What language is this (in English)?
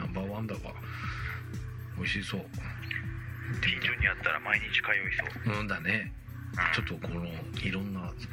Japanese